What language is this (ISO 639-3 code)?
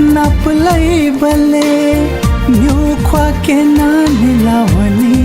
new